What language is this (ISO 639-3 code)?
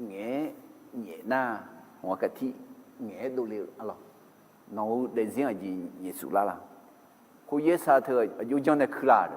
ahk